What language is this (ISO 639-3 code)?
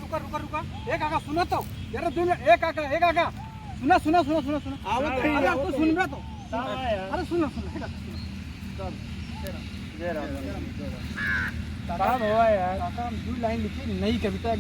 awa